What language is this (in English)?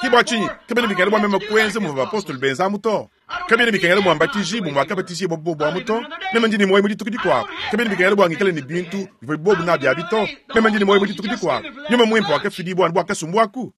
Luba-Lulua